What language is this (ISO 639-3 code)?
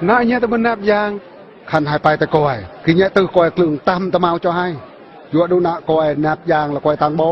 bru